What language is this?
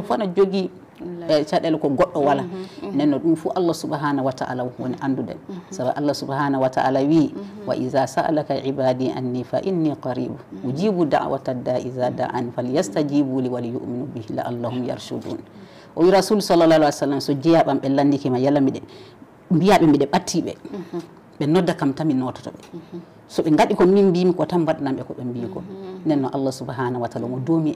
Fula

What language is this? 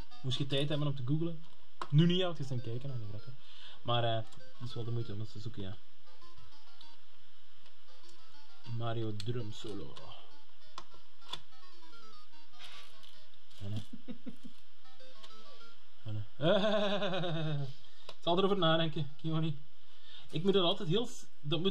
Dutch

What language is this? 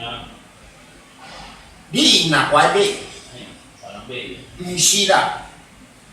Min Nan Chinese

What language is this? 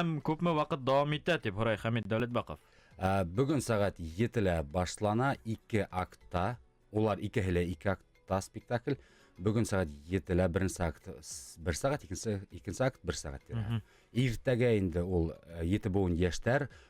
Bashkir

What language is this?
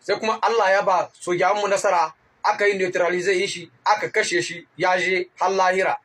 Hausa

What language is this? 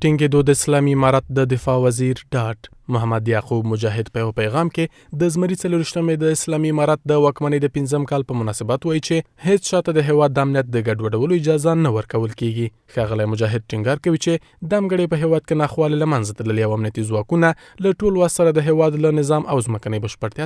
Pashto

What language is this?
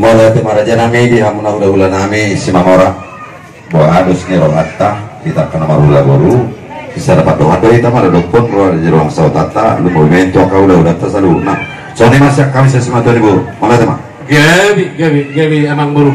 Batak Toba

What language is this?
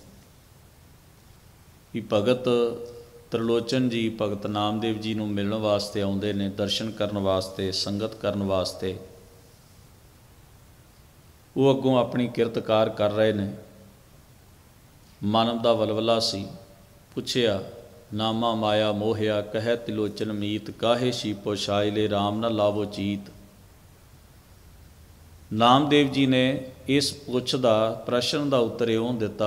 Punjabi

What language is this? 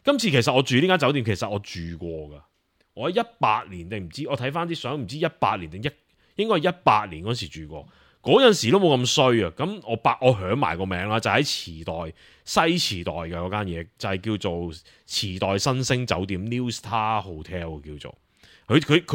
Cantonese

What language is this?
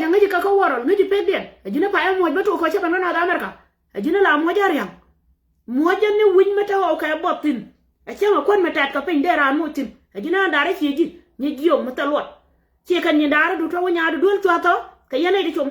Nuer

